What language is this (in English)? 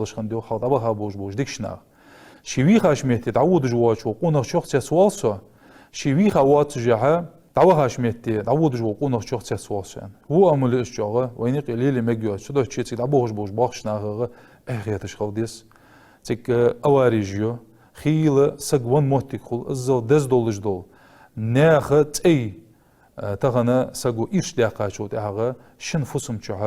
Ingush